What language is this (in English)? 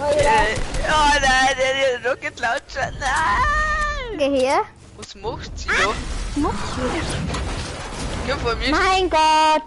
Bavarian